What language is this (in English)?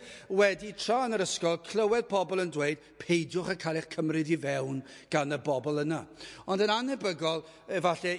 Welsh